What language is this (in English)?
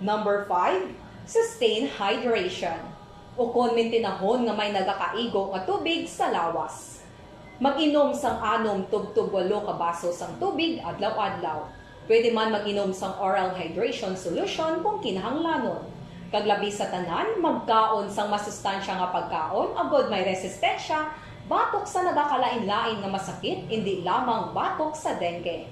Hiligaynon